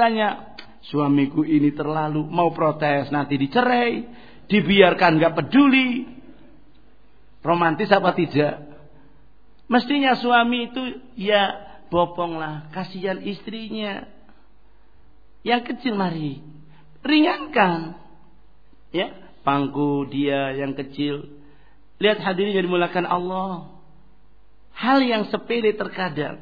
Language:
Indonesian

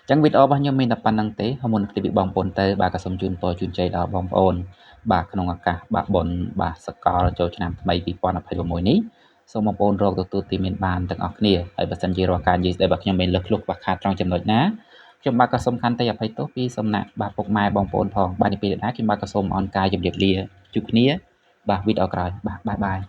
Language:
Khmer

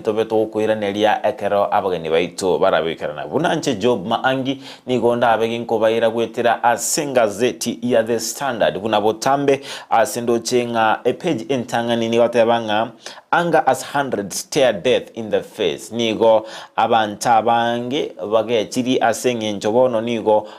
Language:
Gusii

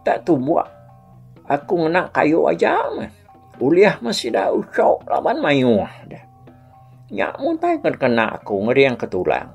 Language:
Iban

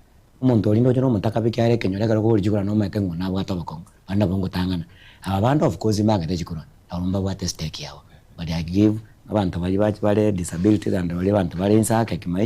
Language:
Gusii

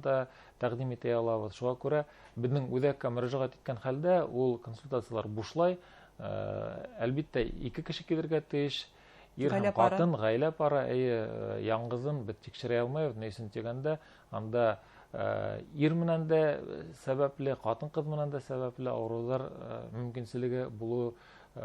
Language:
Bashkir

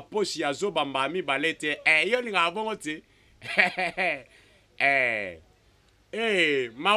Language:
Lingala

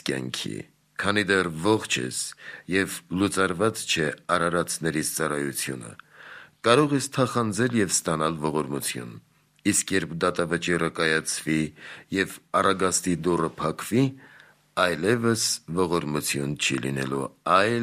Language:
Armenian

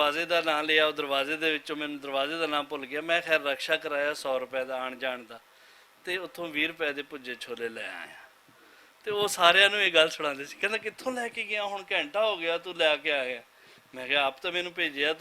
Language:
Western Panjabi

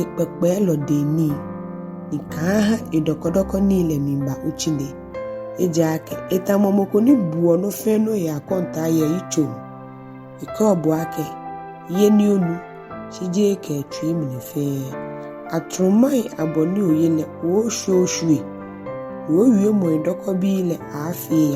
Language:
Ga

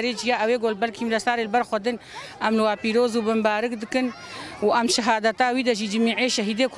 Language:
Kurdish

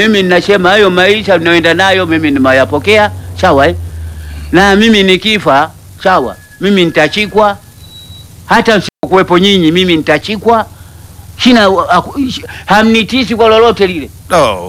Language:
Swahili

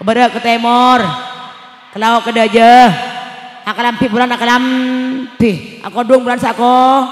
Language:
Madurese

